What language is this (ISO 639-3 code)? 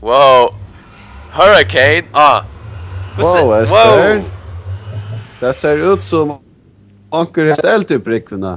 fao